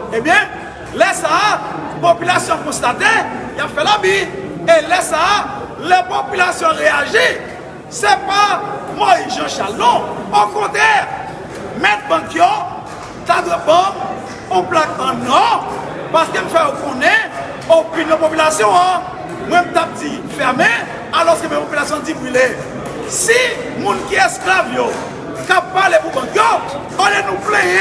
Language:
Haitian Creole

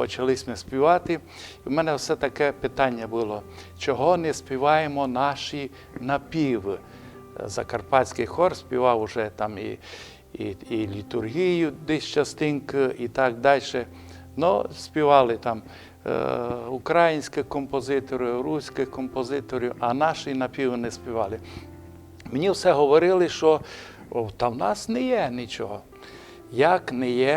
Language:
Rusyn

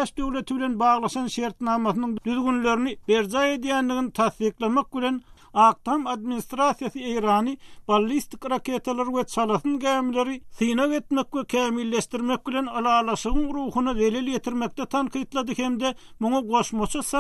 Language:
Turkmen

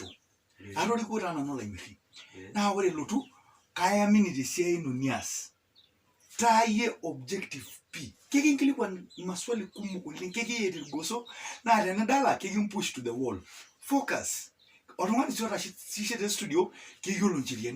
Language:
Masai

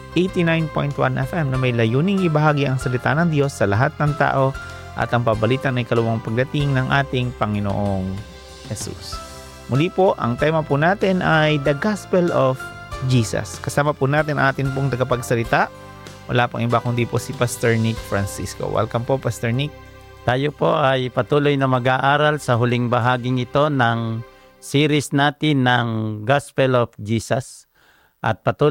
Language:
Filipino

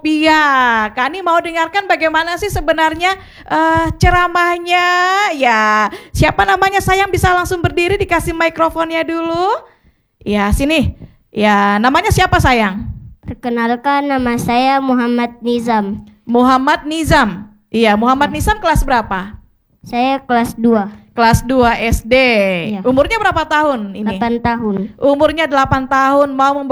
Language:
Indonesian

